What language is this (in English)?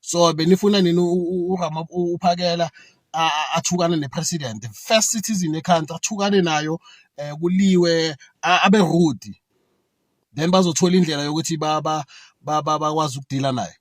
Zulu